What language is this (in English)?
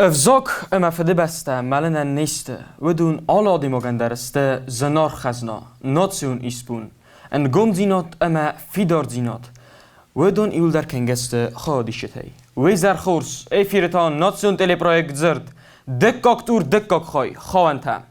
Ossetic